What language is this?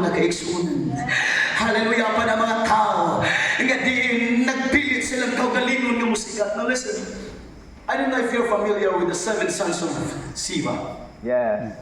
Cebuano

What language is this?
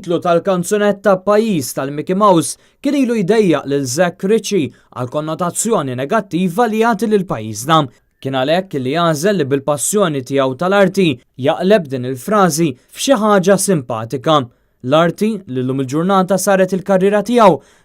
Maltese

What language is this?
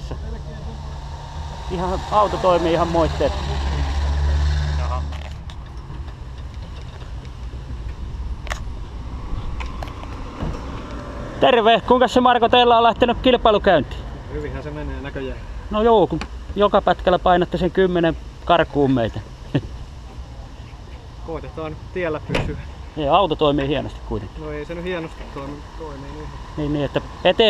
Finnish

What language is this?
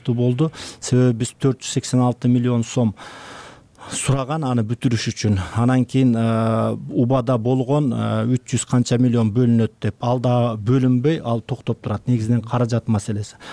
Kyrgyz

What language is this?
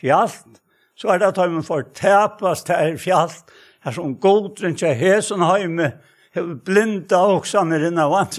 Faroese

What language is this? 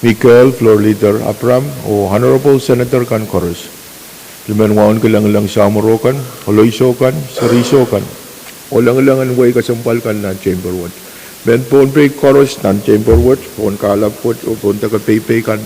Pohnpeian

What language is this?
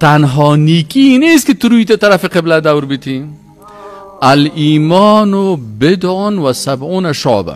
Persian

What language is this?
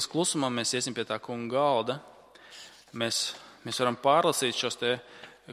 Latvian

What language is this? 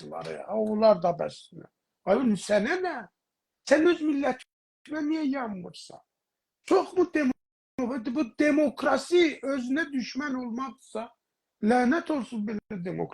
South Azerbaijani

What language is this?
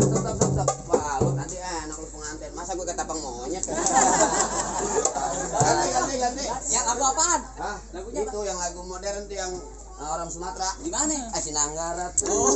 Betawi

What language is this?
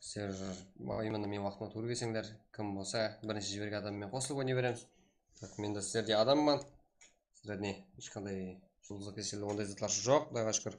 Kara-Kalpak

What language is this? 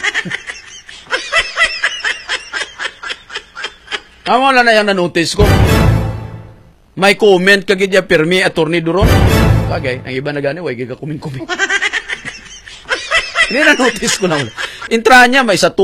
Hiligaynon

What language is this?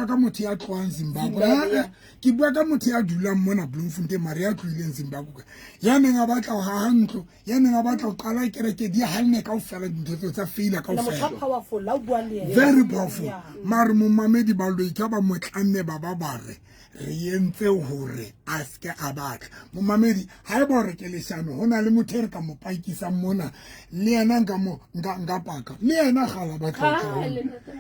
Southern Sotho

